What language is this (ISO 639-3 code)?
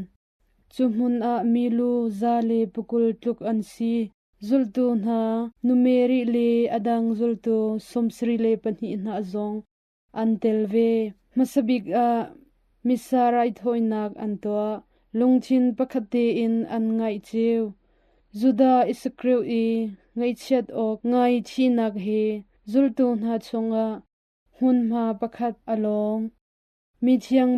cnh